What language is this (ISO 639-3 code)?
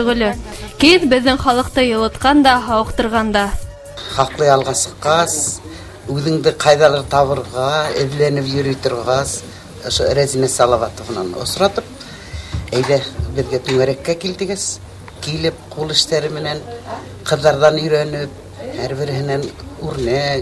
bak